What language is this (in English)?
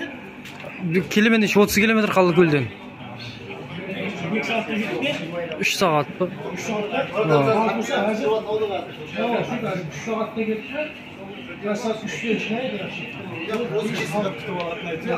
Kazakh